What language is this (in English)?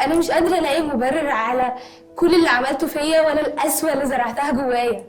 Egyptian Arabic